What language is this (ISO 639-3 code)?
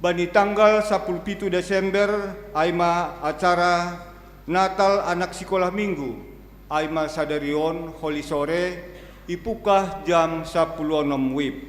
bts